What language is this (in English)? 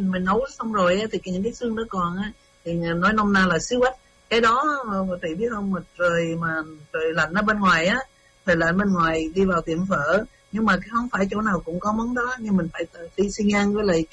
Vietnamese